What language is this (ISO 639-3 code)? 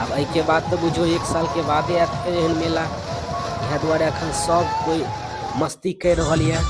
mai